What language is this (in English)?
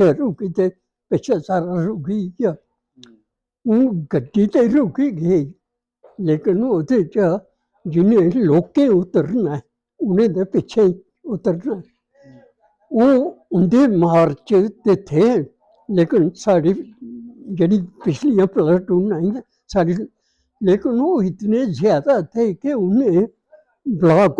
Dogri